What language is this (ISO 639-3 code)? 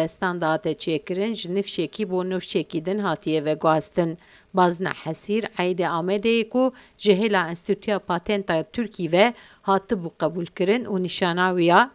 kur